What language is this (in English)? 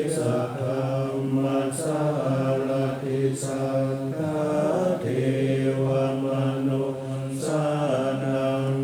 Pali